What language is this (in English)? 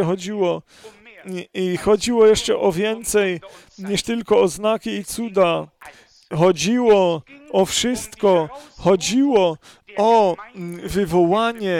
Polish